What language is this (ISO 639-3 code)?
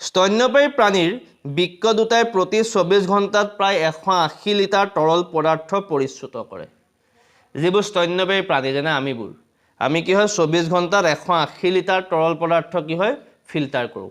asm